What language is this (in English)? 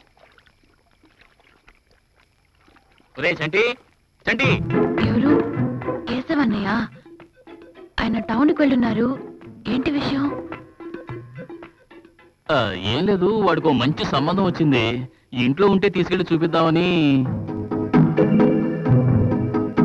Telugu